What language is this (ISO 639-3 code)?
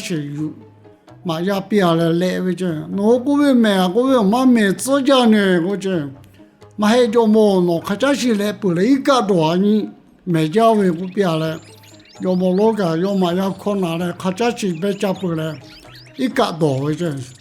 lhu